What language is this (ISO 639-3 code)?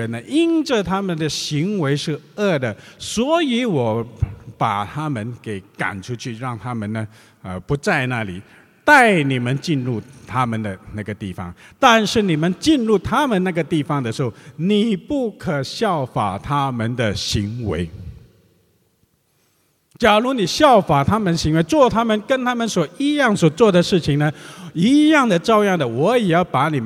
zho